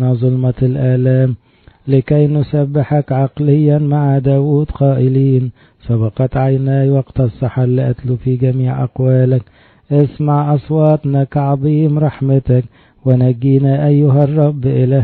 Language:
Arabic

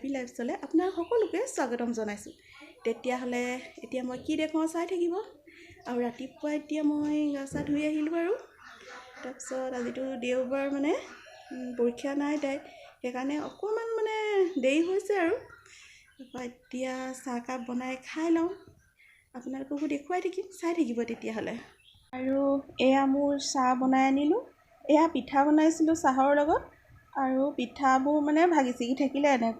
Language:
Assamese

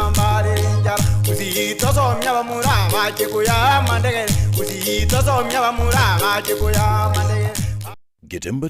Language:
Gusii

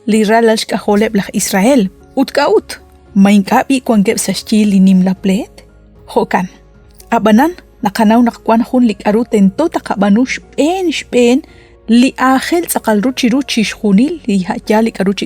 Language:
Kekchí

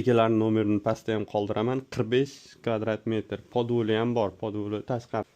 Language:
Uzbek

